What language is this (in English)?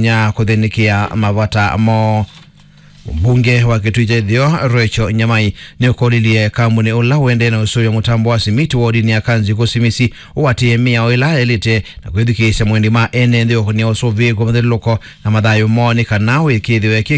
Kamba